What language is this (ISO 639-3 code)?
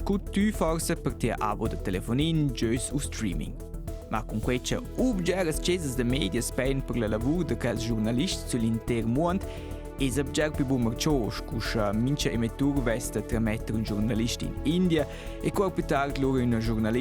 roh